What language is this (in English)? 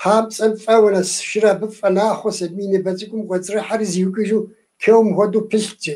Kabardian